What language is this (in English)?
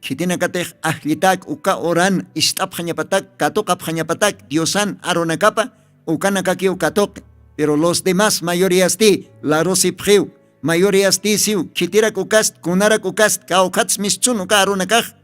Aymara